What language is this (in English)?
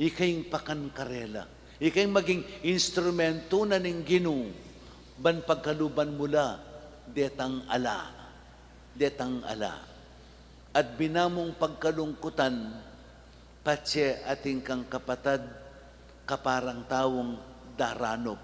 Pampanga